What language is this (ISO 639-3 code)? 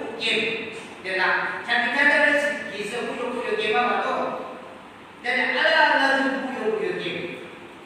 yim